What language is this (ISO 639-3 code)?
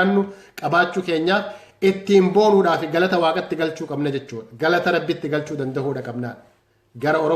orm